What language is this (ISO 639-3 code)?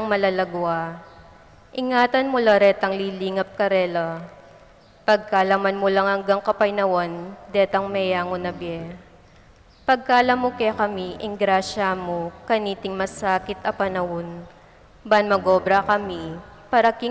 pam